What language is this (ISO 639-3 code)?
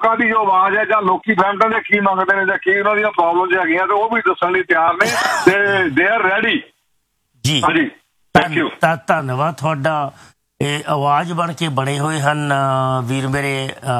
pan